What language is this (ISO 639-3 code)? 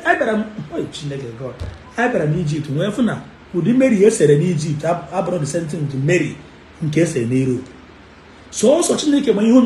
ibo